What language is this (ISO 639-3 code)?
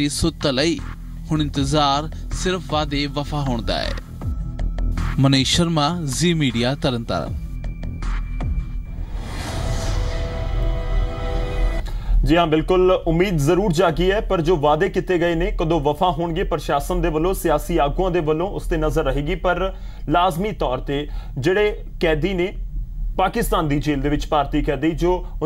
pan